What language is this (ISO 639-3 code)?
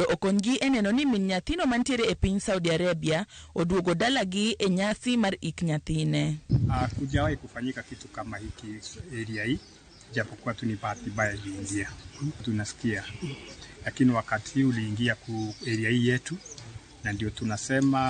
luo